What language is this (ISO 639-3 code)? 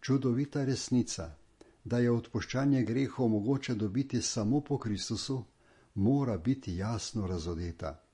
slv